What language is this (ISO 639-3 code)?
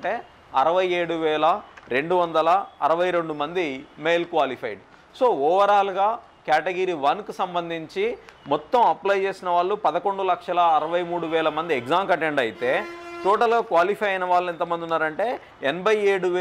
tel